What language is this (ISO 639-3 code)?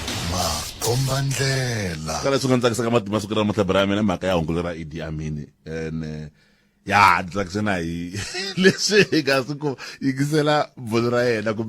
tso